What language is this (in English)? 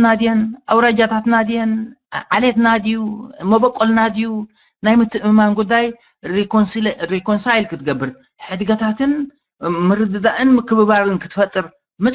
Tigrinya